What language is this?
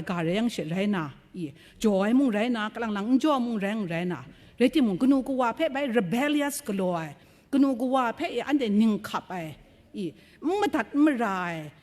Kachin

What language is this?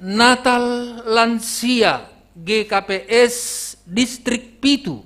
Batak Simalungun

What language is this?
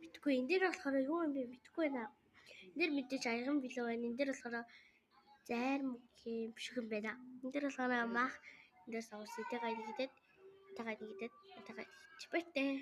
Mongolian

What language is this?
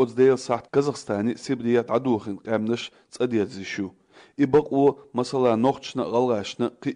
Chechen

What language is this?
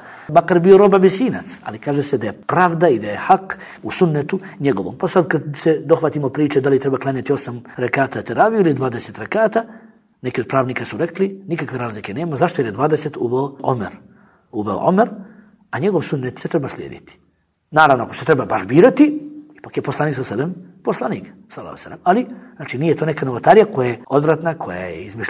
Bosnian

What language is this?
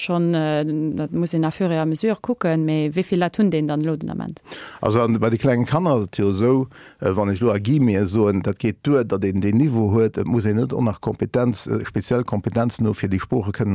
Luxembourgish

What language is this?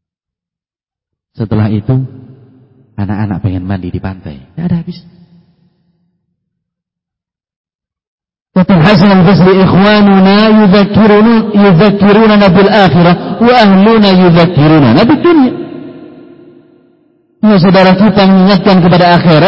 Indonesian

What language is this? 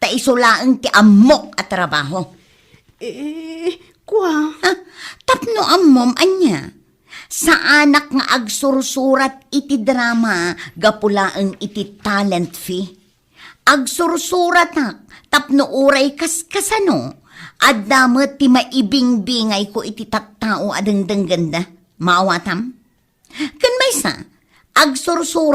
Iloko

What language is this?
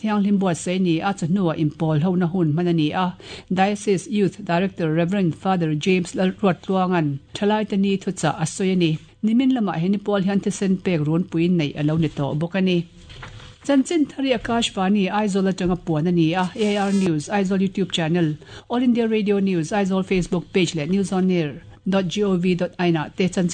Mizo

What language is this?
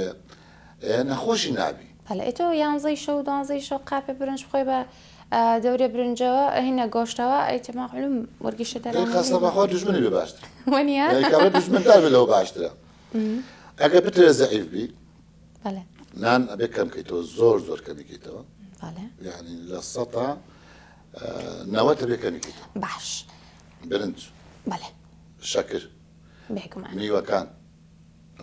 Central Kurdish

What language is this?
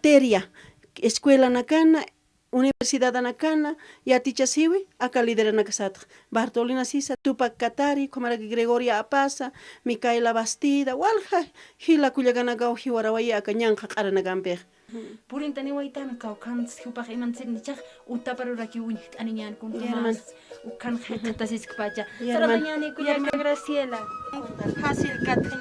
Aymara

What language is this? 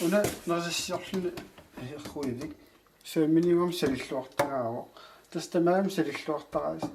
Kalaallisut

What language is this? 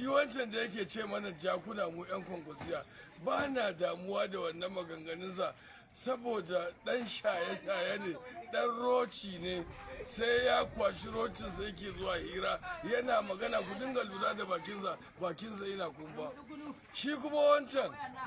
Hausa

